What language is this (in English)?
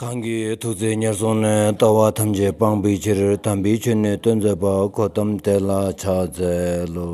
Stod Bhoti